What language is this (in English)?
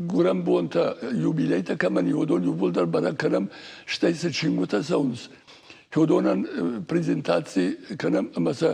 Ossetic